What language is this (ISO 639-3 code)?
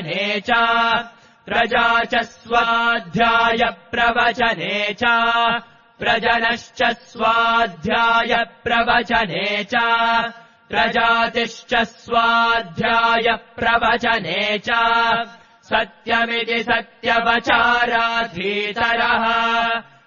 san